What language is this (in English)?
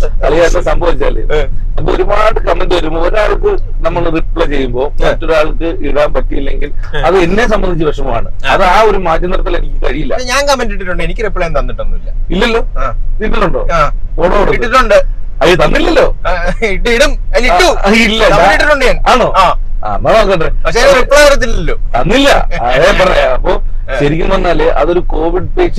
Malayalam